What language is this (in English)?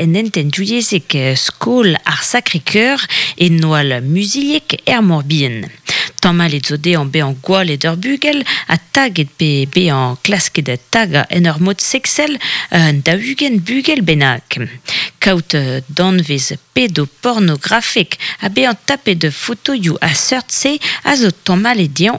Breton